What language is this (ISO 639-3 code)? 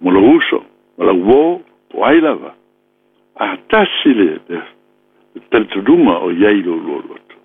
smo